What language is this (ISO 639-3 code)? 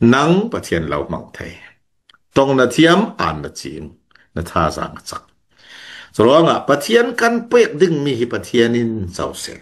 cfm